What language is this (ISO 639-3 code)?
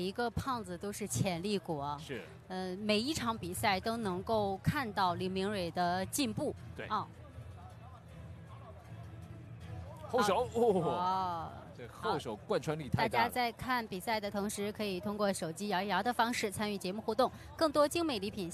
zho